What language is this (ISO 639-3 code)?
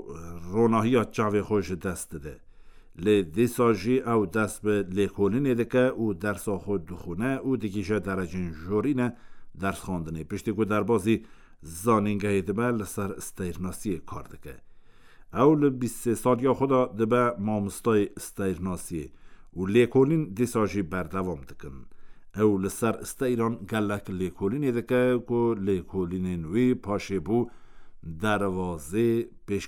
kur